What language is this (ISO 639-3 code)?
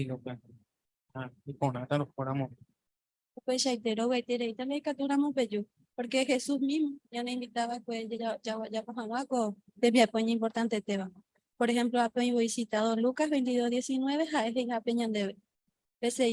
grn